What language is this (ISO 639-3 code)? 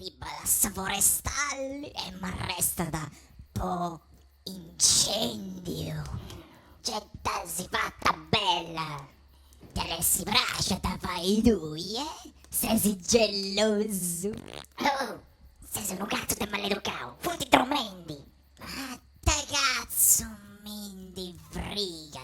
srd